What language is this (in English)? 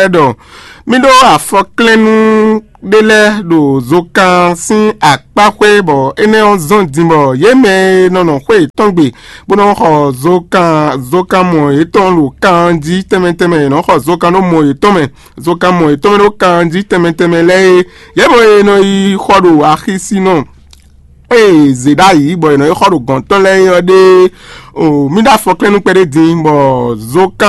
Fon